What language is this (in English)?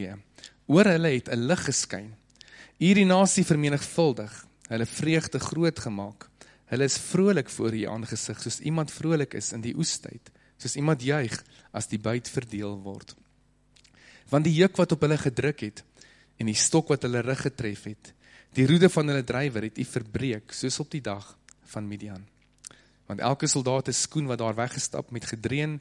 Afrikaans